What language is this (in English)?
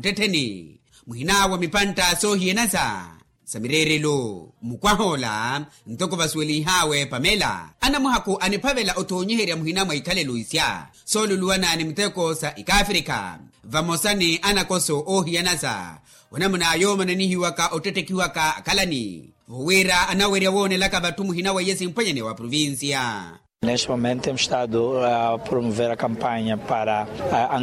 Makhuwa